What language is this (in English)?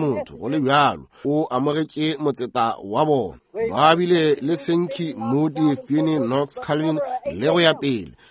Northern Sotho